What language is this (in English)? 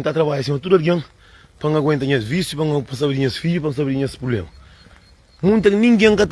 Kabuverdianu